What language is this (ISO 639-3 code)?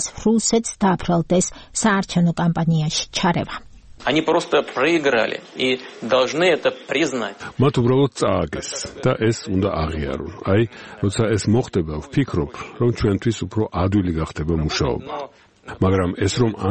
kat